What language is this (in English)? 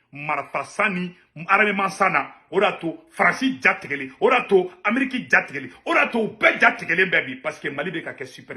Bambara